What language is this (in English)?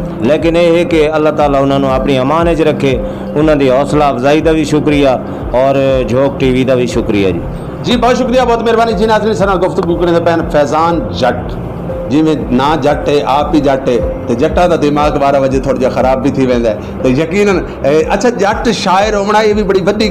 Saraiki